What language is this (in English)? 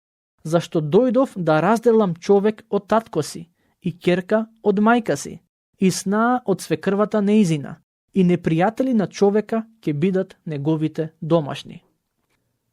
Macedonian